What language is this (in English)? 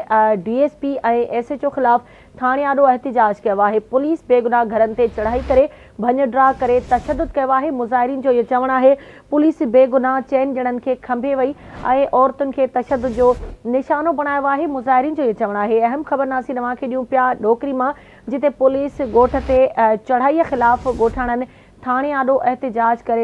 Sindhi